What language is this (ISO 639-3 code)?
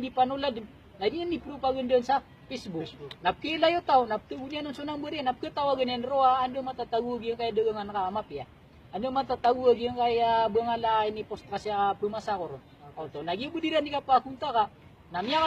mrw